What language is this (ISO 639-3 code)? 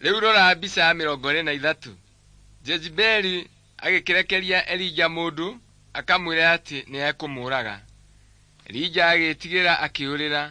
kik